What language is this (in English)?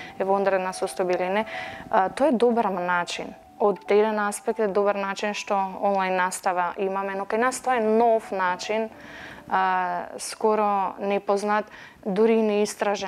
Macedonian